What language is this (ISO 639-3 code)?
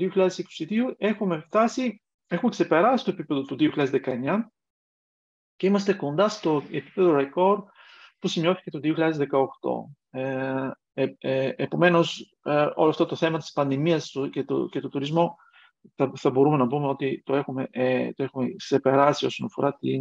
ell